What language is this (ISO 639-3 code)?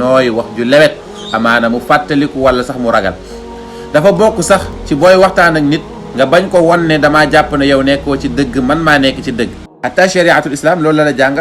wol